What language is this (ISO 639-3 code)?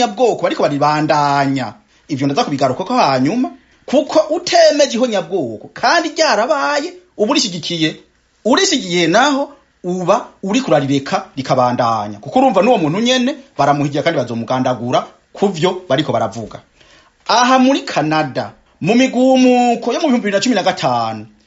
run